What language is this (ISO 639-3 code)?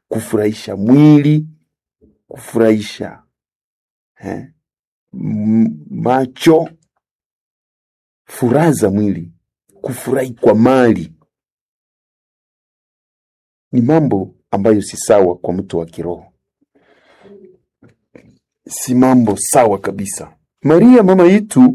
swa